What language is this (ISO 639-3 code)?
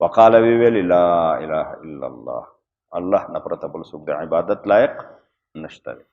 pus